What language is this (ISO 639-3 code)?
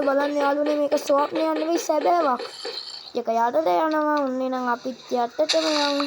sin